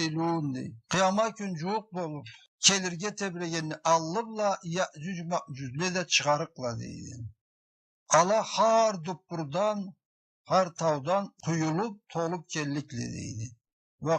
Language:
Karachay-Balkar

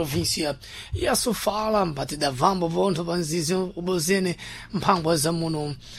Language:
Sena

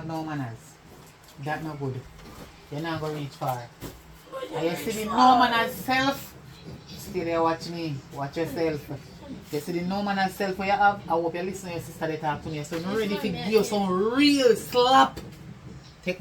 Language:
Jamaican Creole English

